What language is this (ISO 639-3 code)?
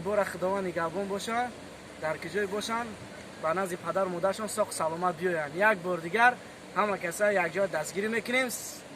tgk